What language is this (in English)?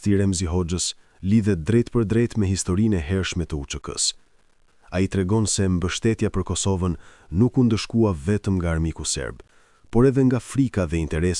Albanian